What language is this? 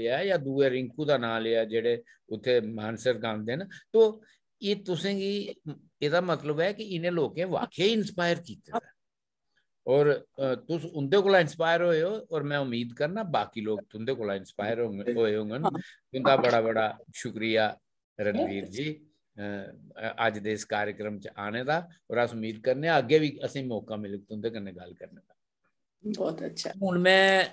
Dogri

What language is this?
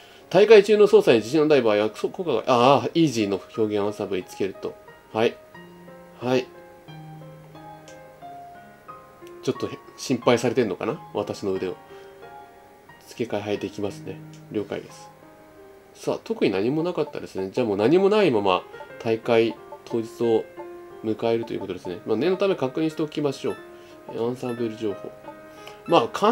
Japanese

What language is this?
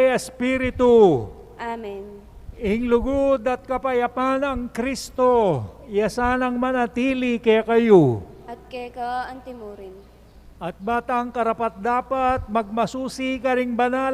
Pampanga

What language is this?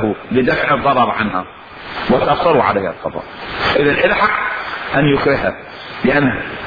Mesopotamian Arabic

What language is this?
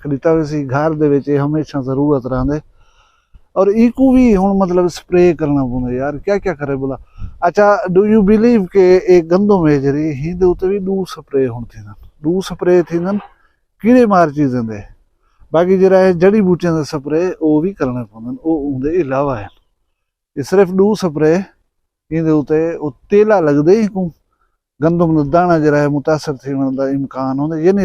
Saraiki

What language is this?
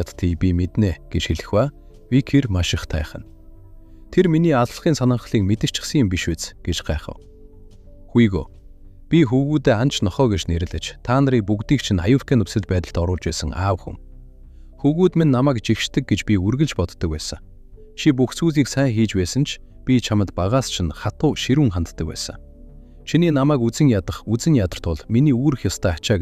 Mongolian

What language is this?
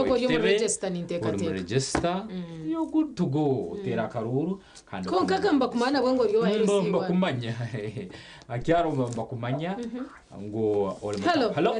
Nyankole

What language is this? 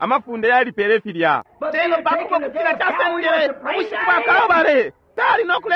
Bemba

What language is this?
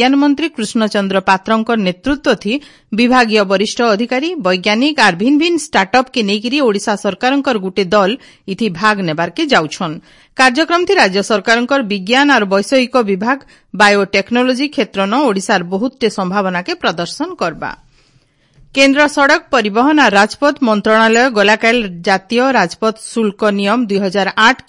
Odia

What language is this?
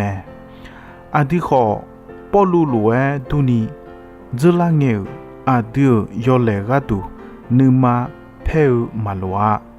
Akha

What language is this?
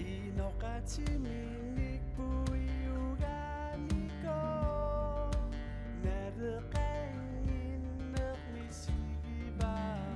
Kalaallisut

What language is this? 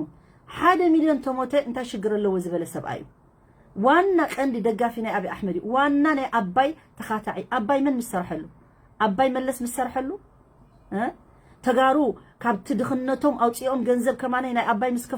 Tigrinya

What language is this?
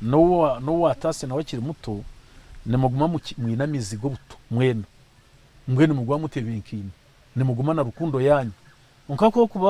Nyankole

